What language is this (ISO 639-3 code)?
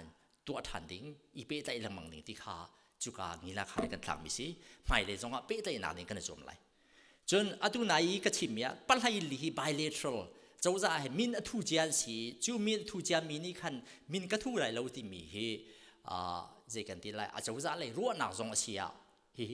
cnh